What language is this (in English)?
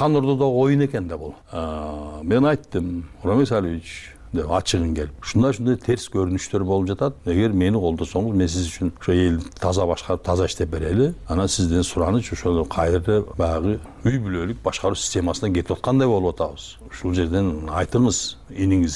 Kyrgyz